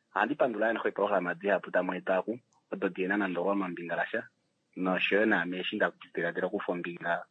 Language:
Kuanyama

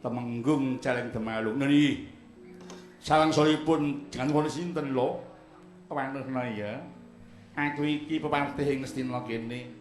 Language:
Javanese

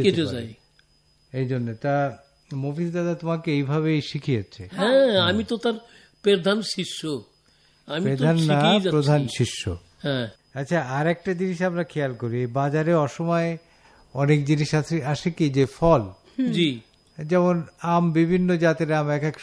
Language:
Bangla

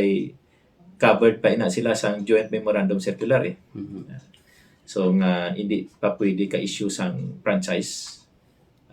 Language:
Hiligaynon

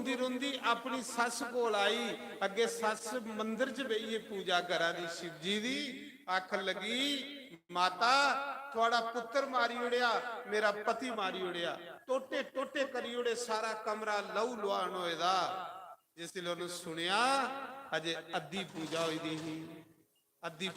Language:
Dogri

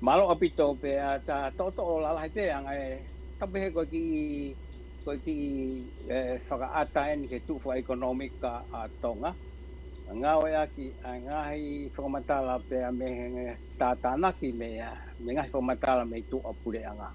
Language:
Tongan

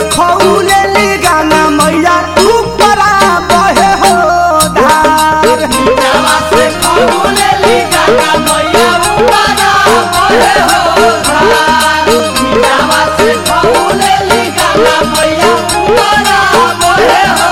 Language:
Bhojpuri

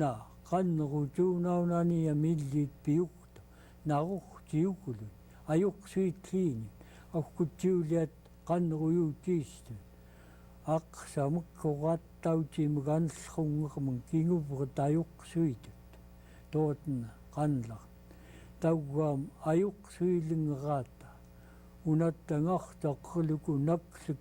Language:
Central Yupik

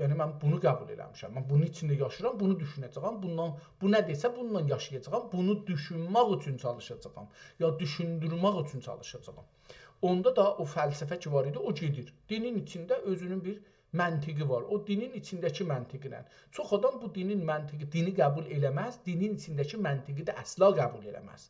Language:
South Azerbaijani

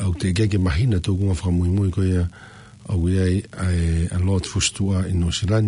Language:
Tongan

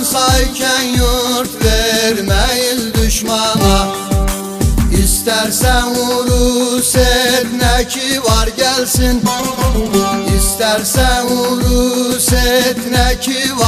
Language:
Turkish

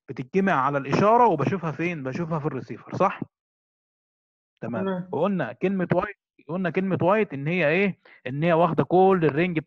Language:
Egyptian Arabic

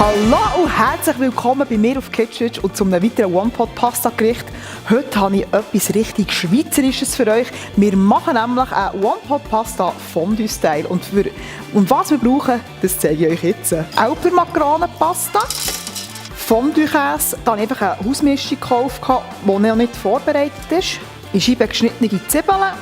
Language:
Swiss German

